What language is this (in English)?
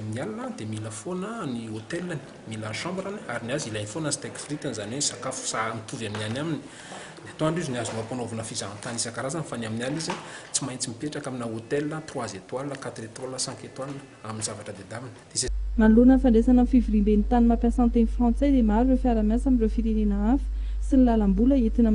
Malagasy